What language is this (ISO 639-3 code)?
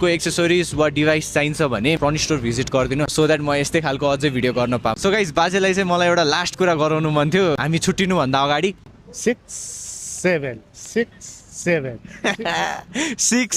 nep